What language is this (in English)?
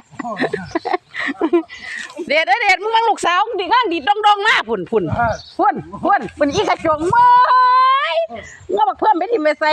Lao